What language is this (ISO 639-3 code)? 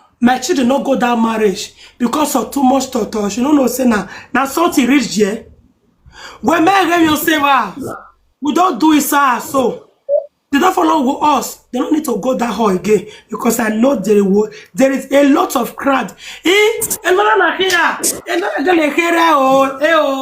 pcm